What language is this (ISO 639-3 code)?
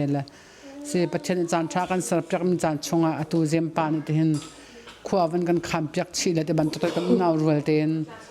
cnh